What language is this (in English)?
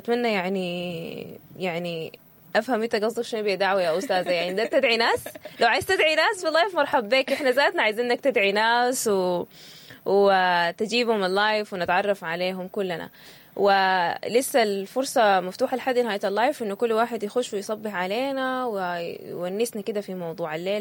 Sudanese Arabic